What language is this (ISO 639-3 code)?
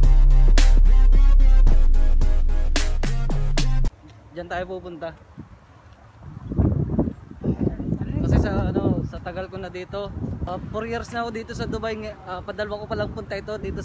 fil